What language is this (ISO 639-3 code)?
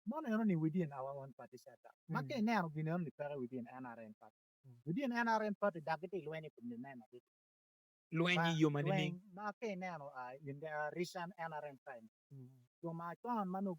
ach